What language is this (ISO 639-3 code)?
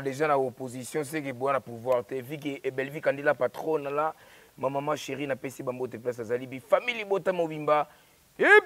lin